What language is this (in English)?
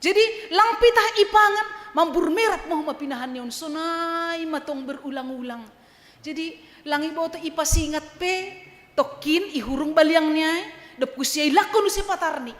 Batak Simalungun